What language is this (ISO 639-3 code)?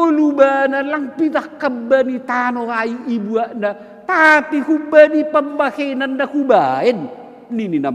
bts